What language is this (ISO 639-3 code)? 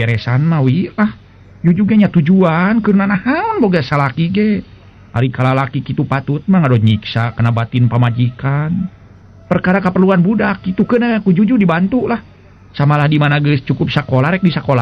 sun